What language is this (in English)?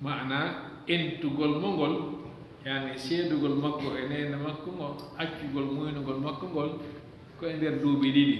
Fula